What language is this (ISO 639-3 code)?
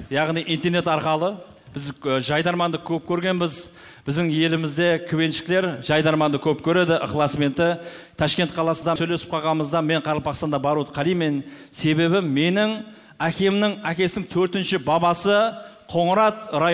kaz